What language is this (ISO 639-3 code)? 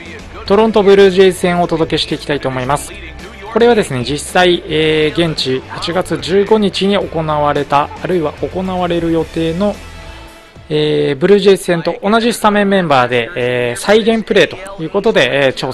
jpn